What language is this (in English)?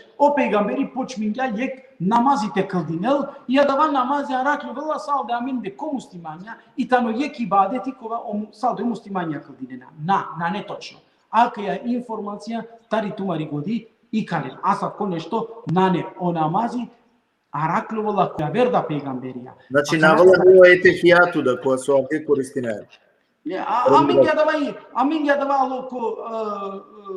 Balkan Romani